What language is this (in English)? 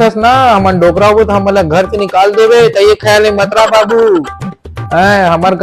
Chhattisgarhi